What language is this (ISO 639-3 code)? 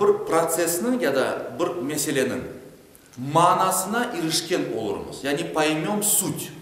crh